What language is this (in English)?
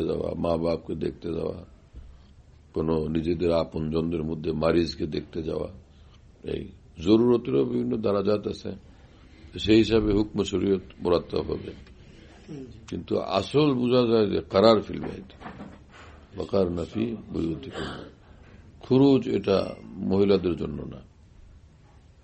Bangla